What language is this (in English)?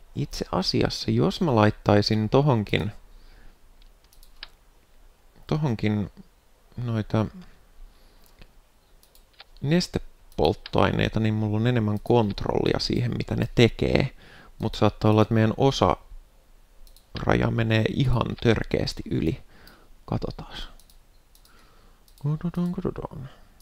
Finnish